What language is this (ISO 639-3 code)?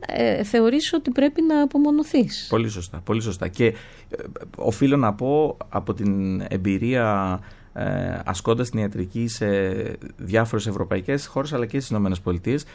ell